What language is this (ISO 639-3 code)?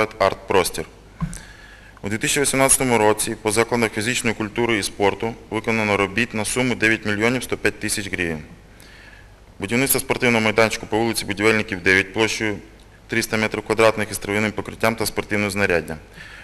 ukr